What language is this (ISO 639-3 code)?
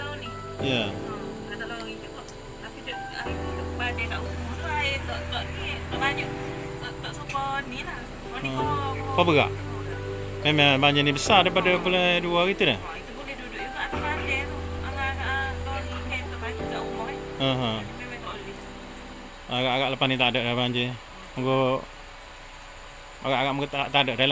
msa